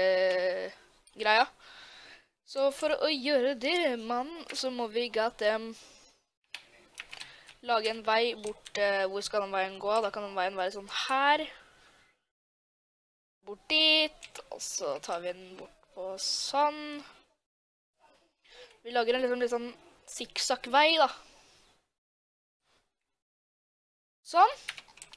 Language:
Norwegian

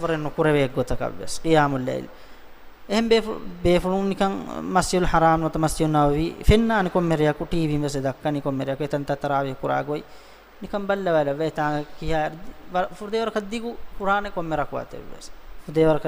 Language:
Divehi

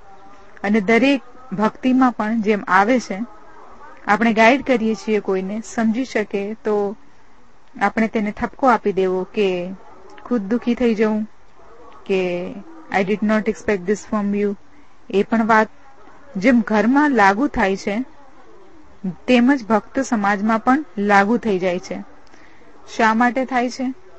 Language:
Gujarati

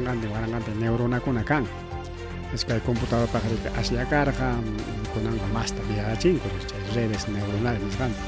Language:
Ayacucho Quechua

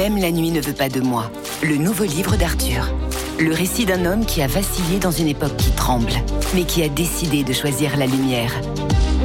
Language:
French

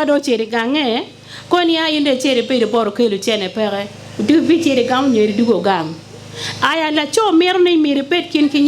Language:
Acoli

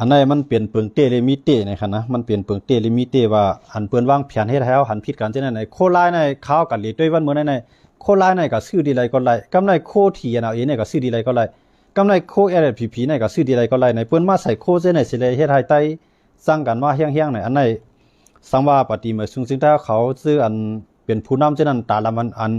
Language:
Shan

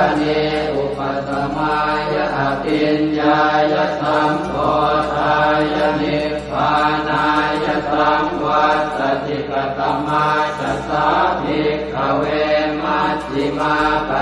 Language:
Pali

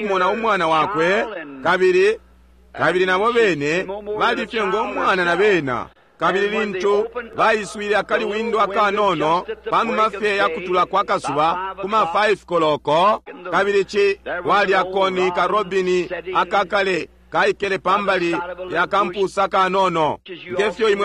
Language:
Bemba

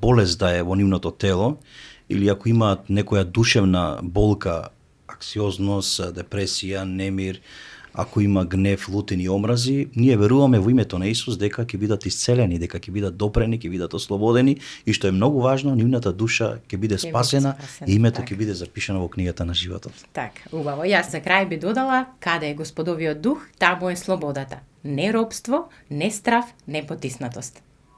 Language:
Macedonian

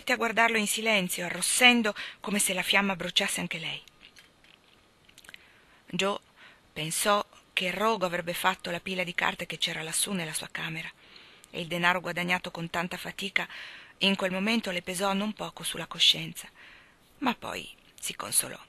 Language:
Italian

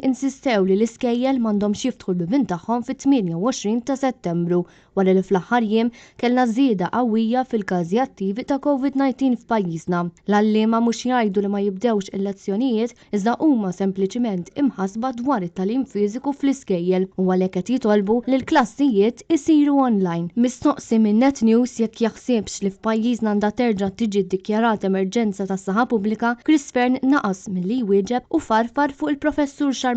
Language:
Maltese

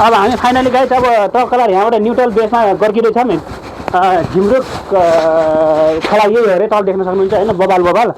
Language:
Nepali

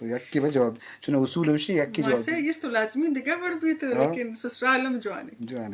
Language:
Eastern Balochi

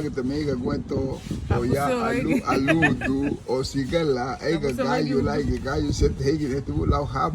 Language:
Garifuna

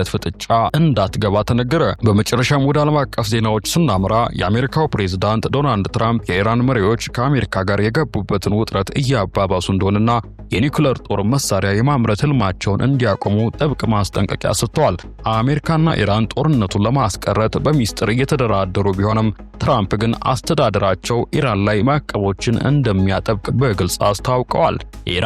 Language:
Amharic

